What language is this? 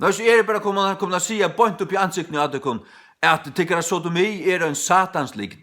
Faroese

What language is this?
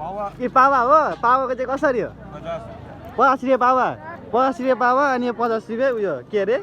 Nepali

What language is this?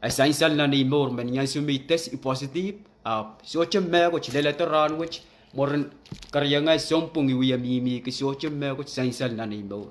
Pohnpeian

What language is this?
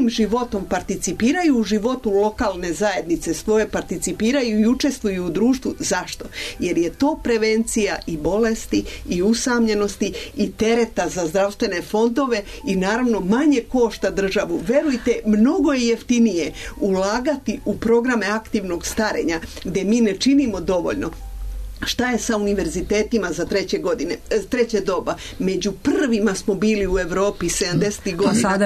Serbian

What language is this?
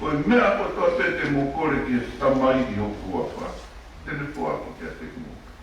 Tongan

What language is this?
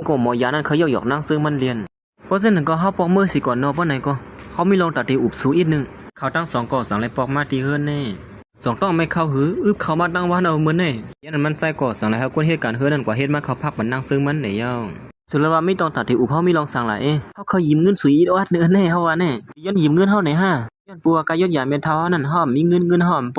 Shan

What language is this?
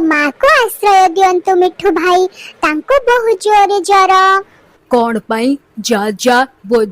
Odia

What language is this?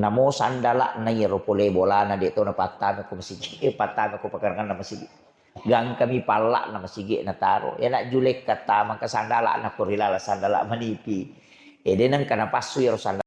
Buginese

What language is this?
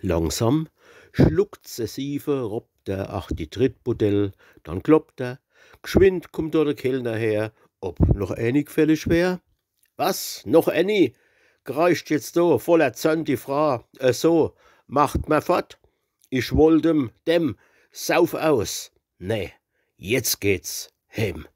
Palatine German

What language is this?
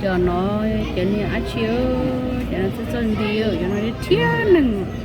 Hmong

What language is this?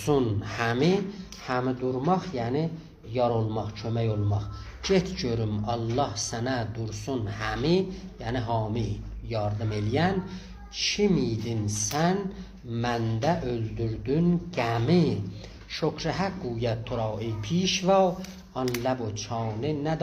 South Azerbaijani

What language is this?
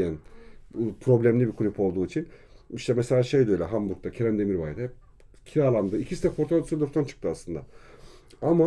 Turkish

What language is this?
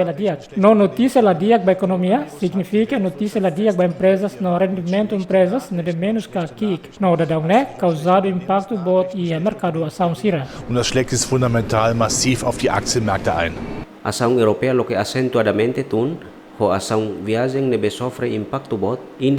Tetum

